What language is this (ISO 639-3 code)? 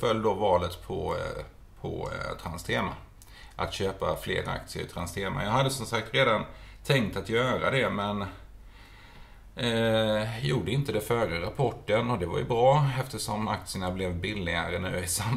swe